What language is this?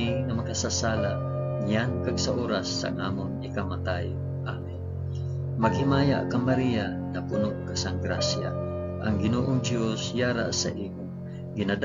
Hiligaynon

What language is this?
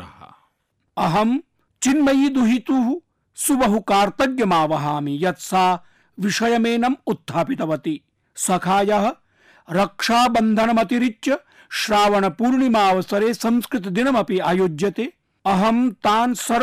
Sanskrit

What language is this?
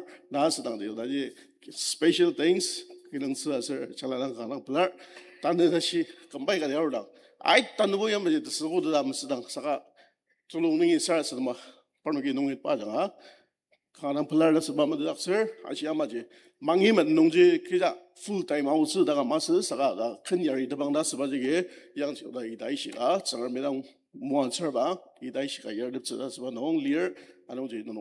Ao Naga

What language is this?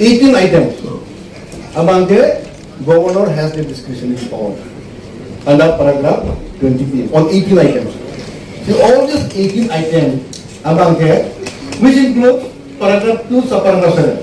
Karbi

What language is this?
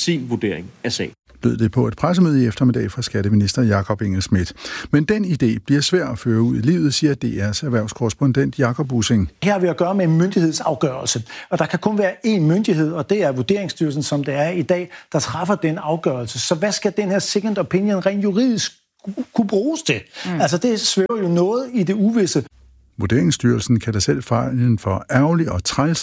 Danish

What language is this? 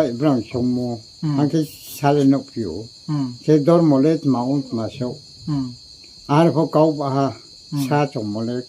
Riang (India)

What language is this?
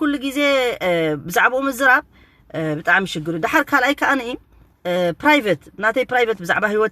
Tigrinya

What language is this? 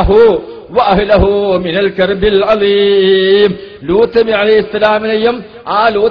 Malayalam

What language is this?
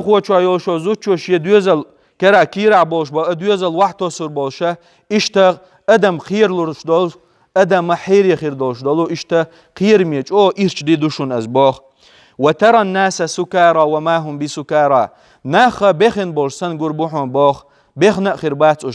Chechen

